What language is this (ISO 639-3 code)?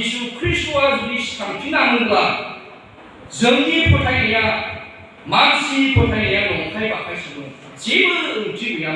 brx